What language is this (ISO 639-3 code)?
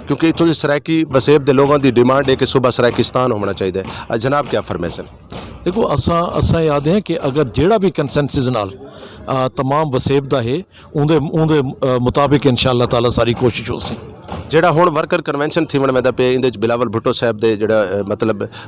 skr